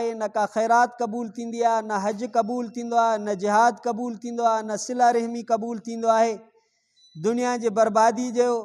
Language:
Sindhi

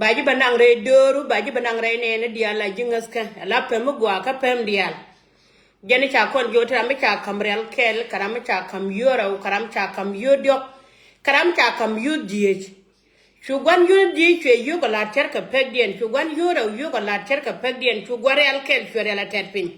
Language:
Nuer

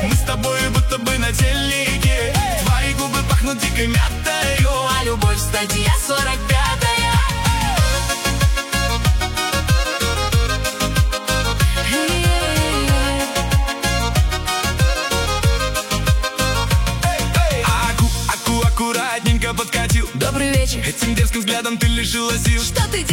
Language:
Russian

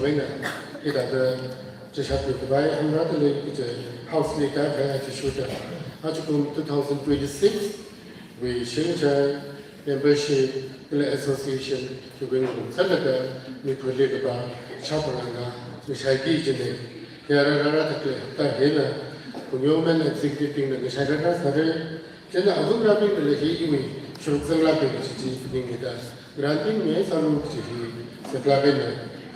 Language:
Tangkhul Naga (India)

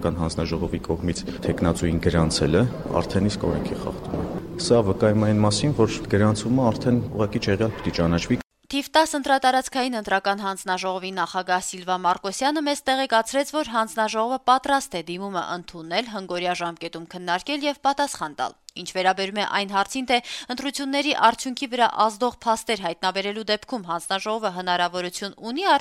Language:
Armenian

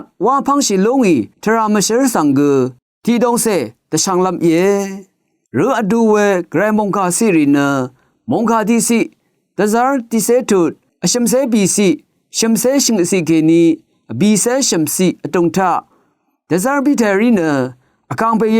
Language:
Rawang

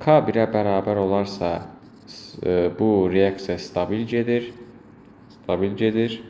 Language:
Azerbaijani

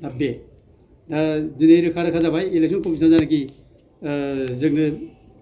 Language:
Bodo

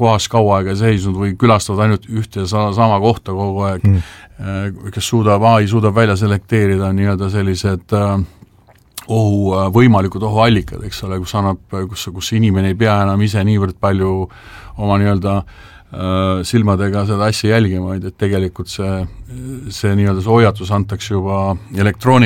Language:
Estonian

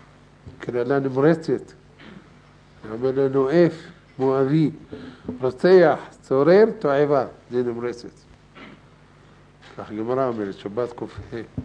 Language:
Hebrew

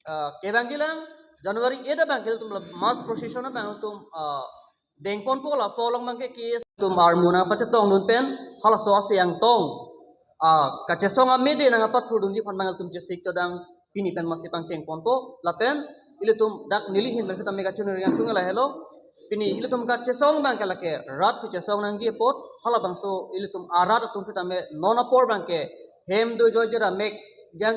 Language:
Karbi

